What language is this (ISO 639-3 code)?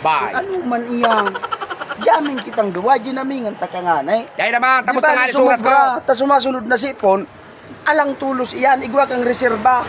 bik